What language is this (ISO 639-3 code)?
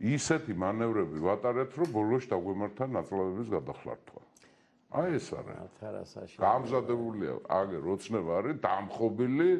kat